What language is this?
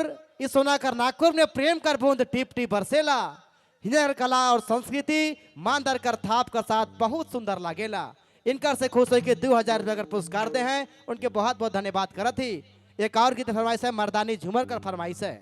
Sadri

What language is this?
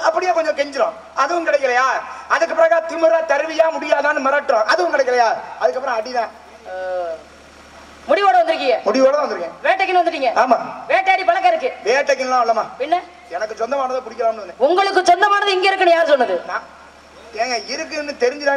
Tamil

